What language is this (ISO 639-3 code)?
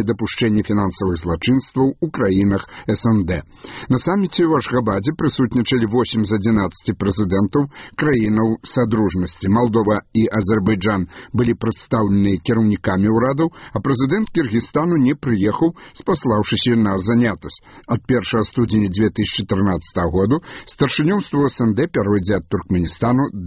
bel